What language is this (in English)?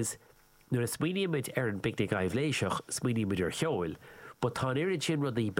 Irish